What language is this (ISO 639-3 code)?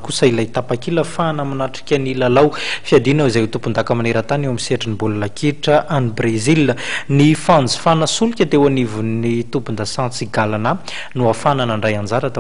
mlg